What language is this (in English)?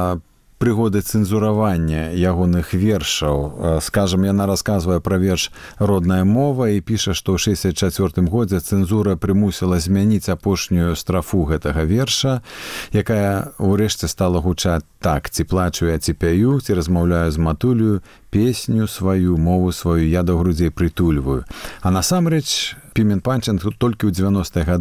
Belarusian